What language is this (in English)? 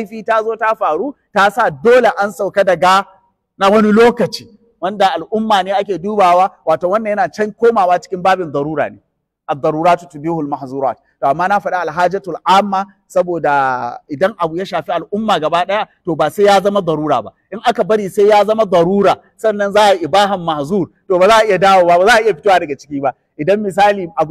Hausa